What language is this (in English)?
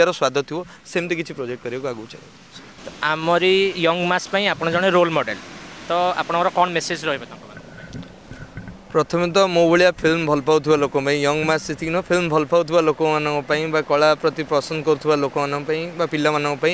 Odia